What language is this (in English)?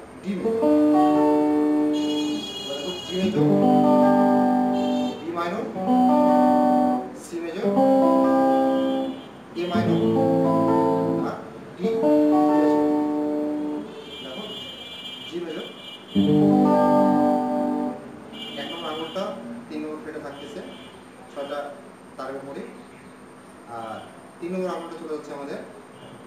Bangla